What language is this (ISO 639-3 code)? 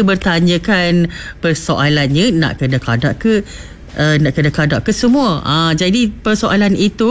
msa